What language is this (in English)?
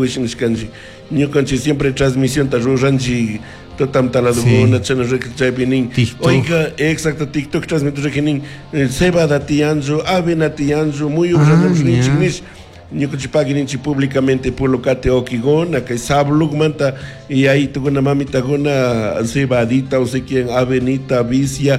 Chimborazo Highland Quichua